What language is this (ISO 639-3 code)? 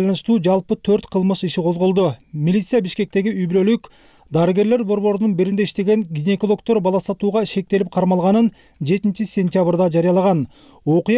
kir